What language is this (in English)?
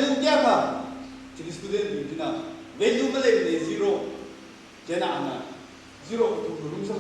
Tangkhul Naga (India)